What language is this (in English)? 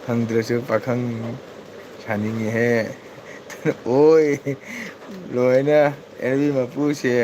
Manipuri